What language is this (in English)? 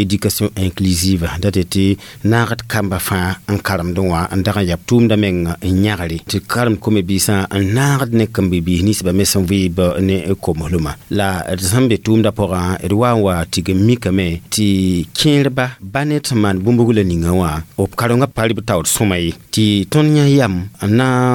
Mossi